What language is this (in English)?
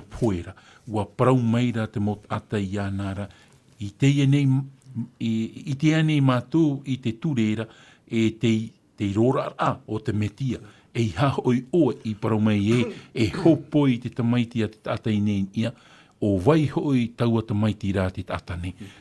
Tahitian